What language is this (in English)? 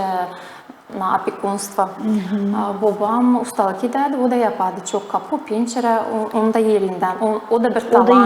Gagauz